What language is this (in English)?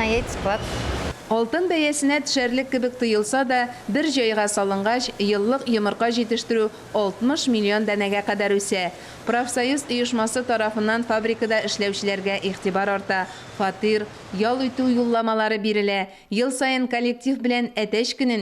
Tatar